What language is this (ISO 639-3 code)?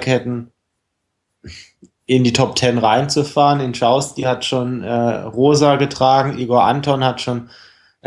deu